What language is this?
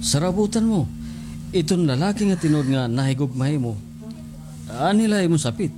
Waray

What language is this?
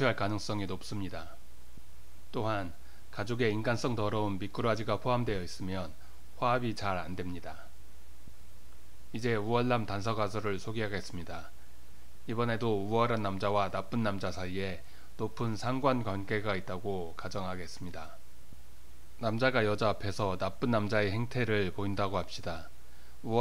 Korean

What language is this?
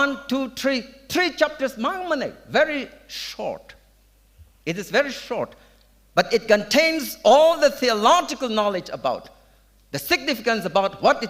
Tangkhul Naga (India)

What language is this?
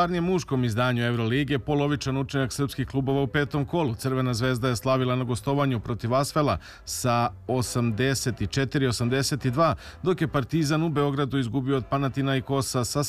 Serbian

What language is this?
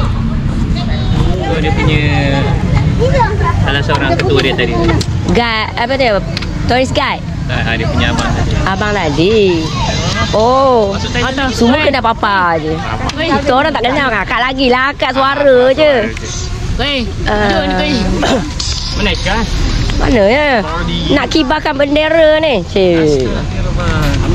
Malay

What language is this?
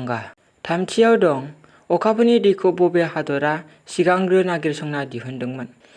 Bodo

